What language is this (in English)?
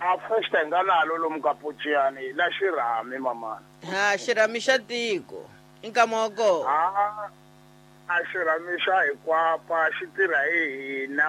Tsonga